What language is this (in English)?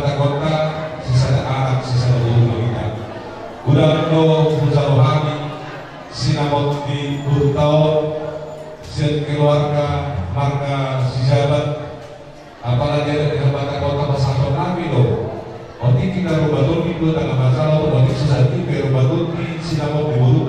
Batak Toba